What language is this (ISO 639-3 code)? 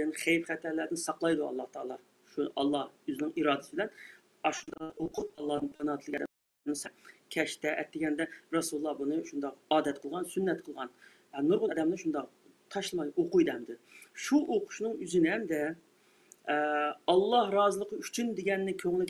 uig